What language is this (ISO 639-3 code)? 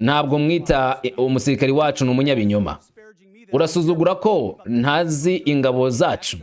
kin